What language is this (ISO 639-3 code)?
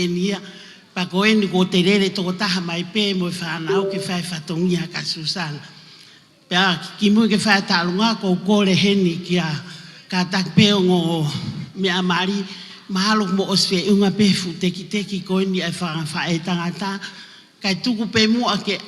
ton